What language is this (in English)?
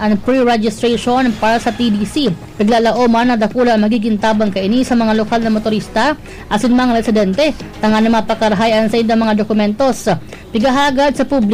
Bikol